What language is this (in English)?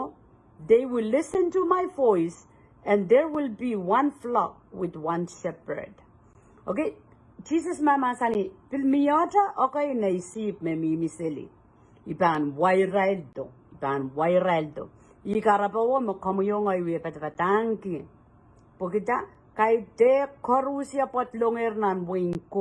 Pohnpeian